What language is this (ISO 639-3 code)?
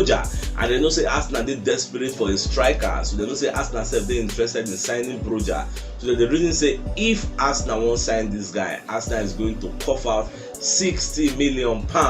pcm